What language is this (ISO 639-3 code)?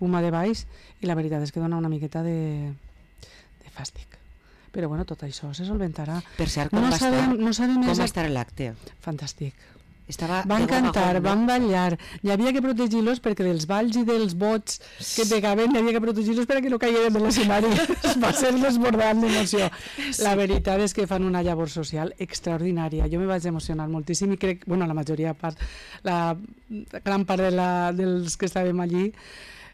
cat